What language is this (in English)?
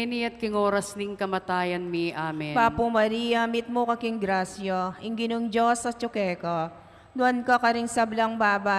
Pampanga